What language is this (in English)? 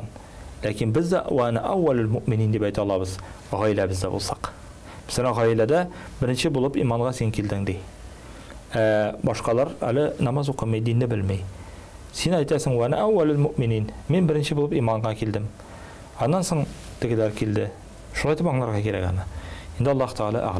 Tatar